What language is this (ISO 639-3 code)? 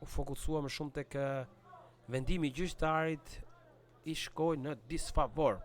sqi